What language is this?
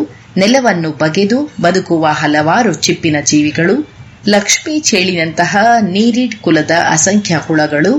Kannada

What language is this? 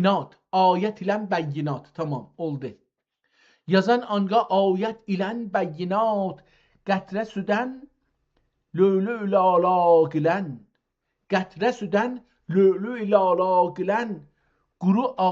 South Azerbaijani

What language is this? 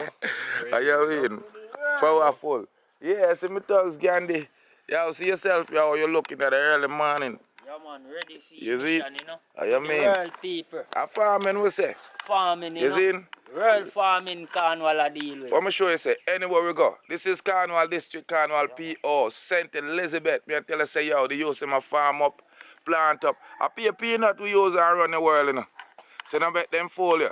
Jamaican Creole English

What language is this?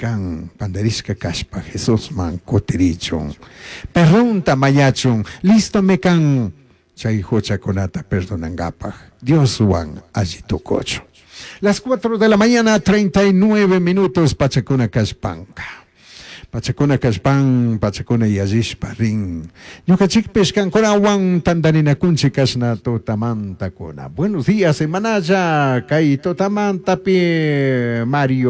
Chimborazo Highland Quichua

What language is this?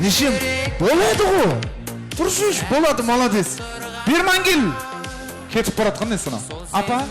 Kara-Kalpak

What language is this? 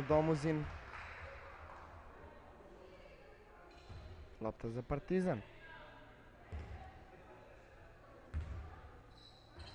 Serbian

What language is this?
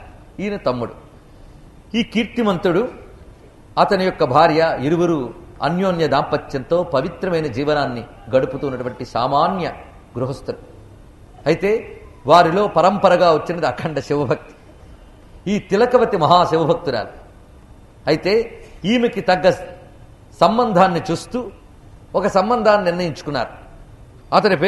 Telugu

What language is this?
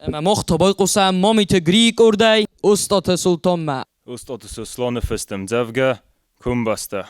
Ossetic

